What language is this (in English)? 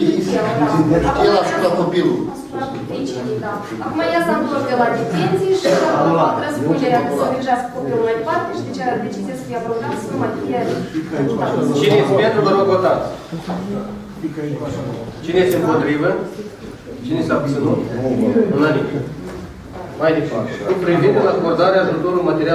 Romanian